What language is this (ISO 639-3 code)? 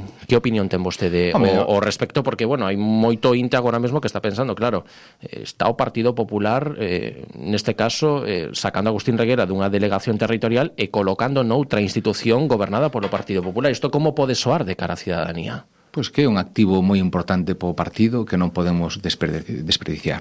glg